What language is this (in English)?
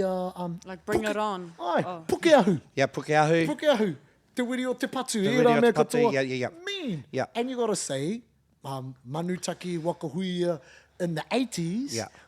Māori